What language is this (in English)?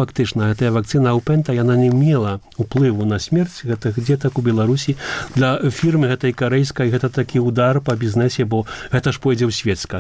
Belarusian